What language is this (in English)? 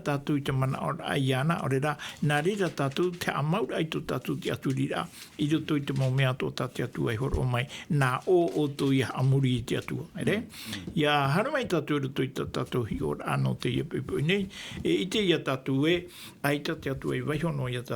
Tahitian